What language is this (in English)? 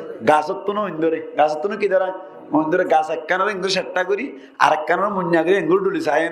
Rohingya